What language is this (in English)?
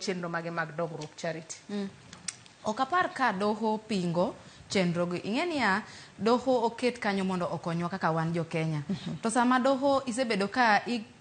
Luo (Kenya and Tanzania)